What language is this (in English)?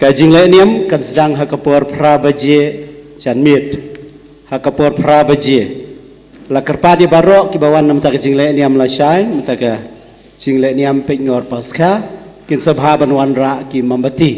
Khasi